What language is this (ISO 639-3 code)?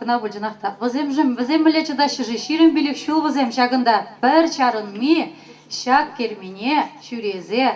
chv